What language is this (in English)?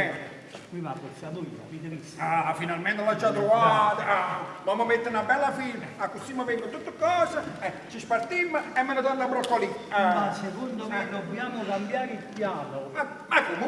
Neapolitan